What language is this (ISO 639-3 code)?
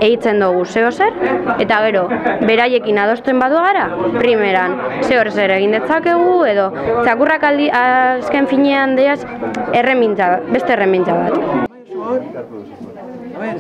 eus